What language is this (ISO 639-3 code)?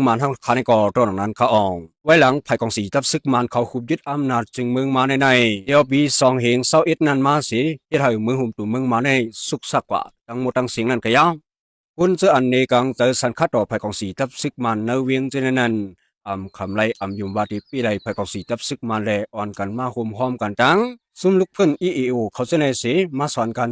shn